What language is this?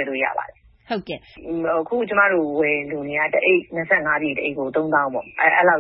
Burmese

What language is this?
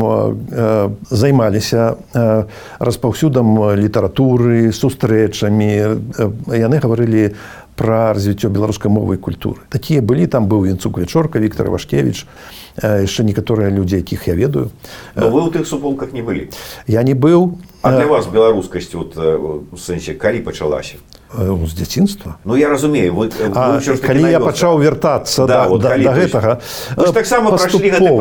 Belarusian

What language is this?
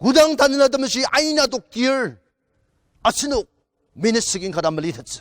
Ao Naga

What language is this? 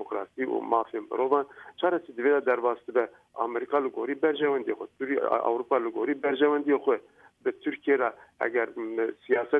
Kurdish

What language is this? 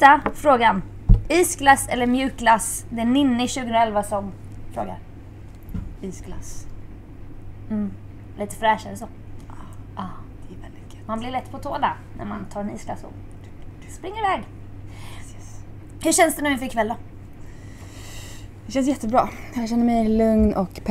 Swedish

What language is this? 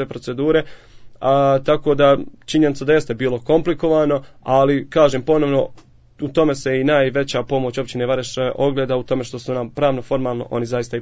Bosnian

